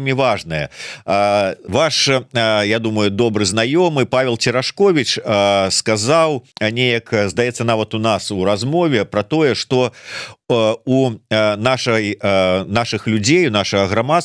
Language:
Belarusian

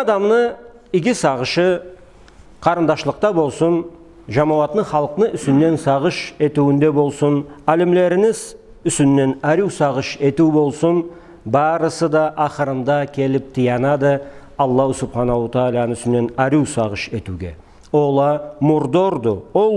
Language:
Karachay-Balkar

